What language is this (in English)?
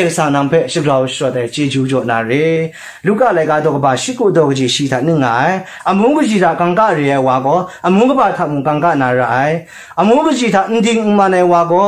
Kachin